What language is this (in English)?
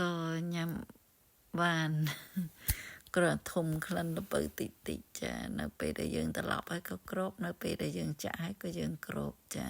Khmer